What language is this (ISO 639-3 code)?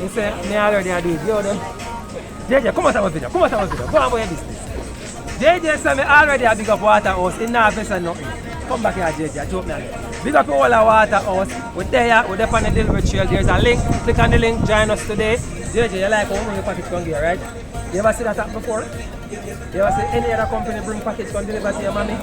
jam